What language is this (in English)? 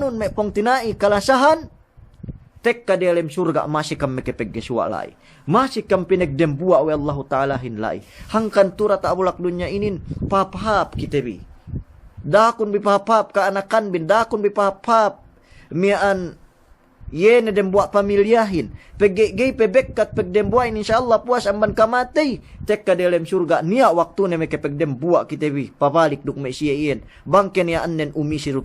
Yakan